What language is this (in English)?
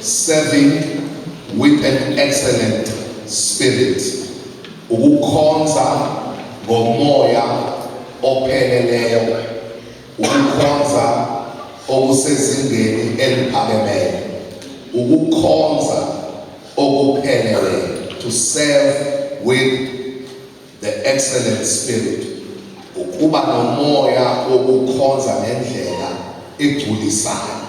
Zulu